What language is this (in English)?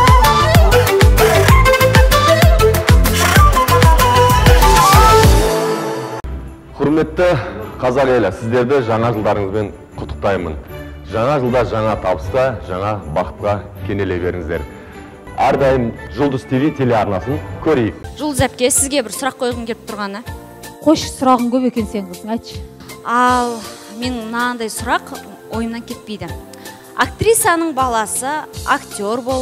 Kazakh